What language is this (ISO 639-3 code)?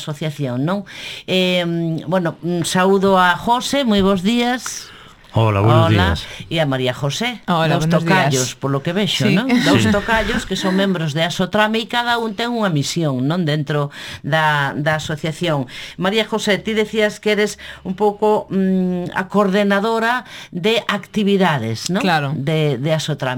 glg